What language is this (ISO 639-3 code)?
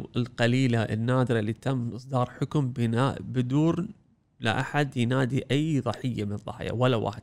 afb